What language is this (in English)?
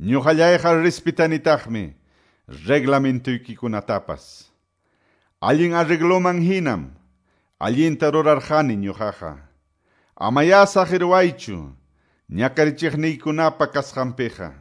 Quechua